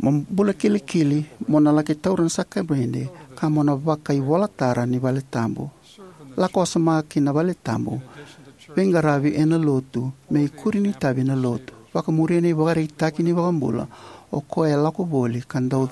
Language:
Fijian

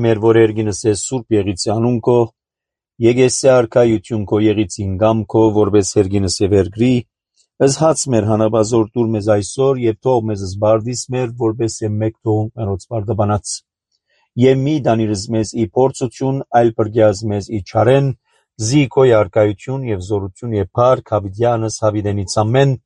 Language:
Armenian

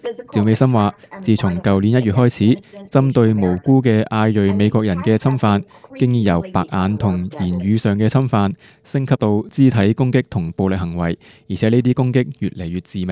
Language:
Cantonese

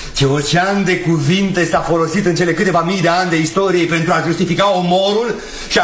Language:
Romanian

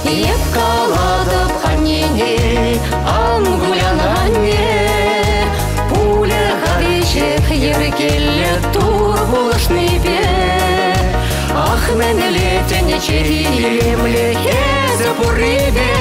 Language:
Chuvash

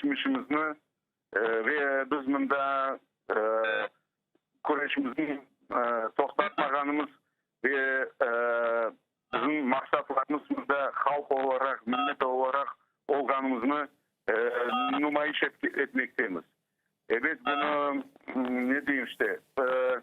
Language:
Crimean Tatar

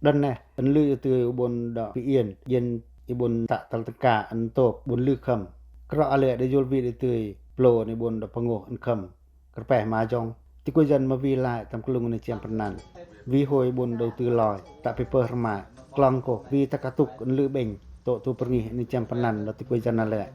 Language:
Pacoh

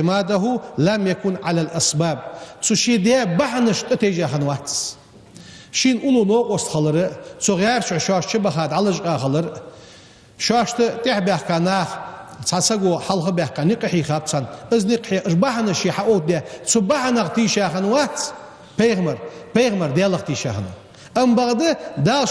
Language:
Ingush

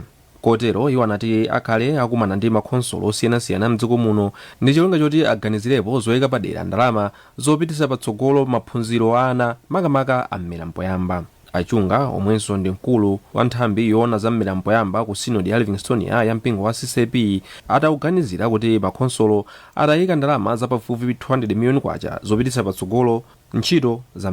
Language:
Nyanja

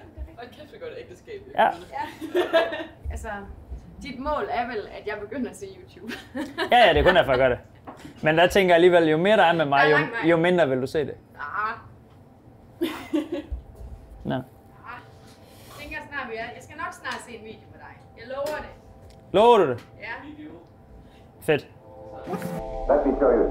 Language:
Danish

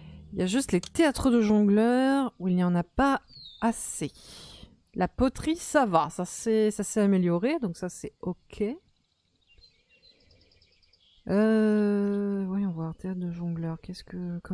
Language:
French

